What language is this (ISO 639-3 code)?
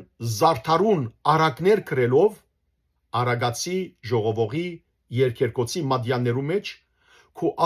hyw